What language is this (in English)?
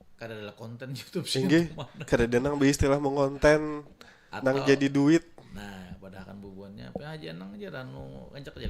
Banjar